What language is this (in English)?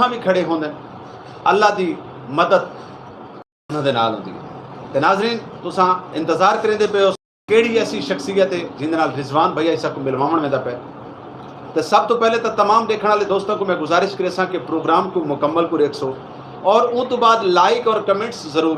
Saraiki